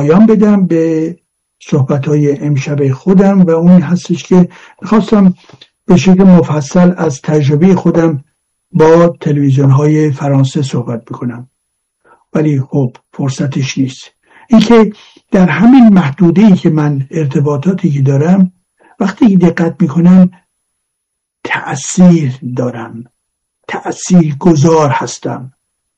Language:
Persian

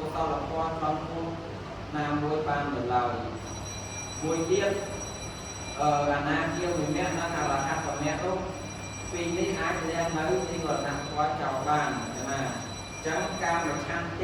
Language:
Khmer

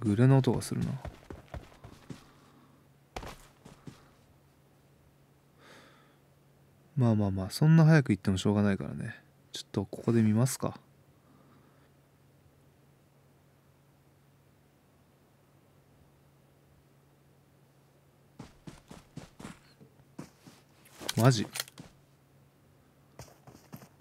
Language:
Japanese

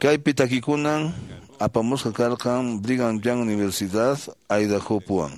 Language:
Quechua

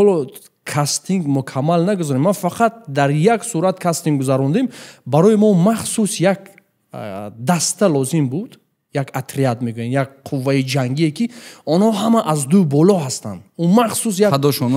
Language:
Tajik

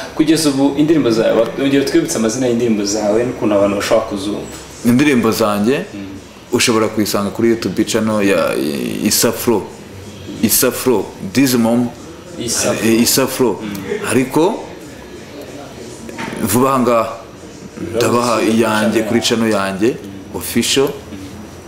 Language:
Kinyarwanda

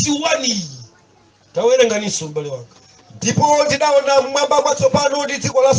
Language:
Nyanja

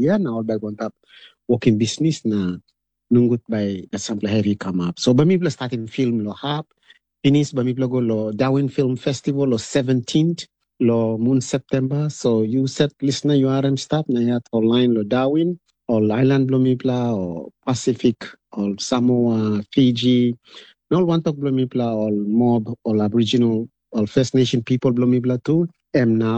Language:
Tok Pisin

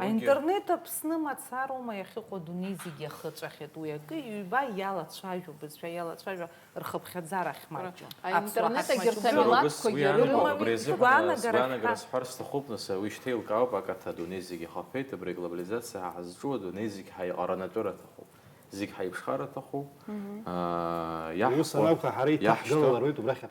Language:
Abkhazian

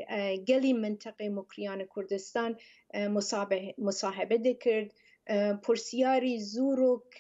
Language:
Central Kurdish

